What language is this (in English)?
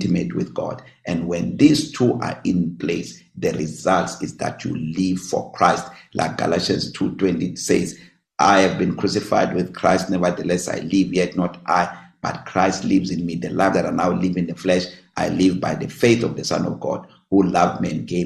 English